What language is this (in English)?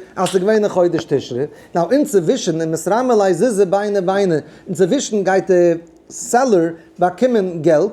Yiddish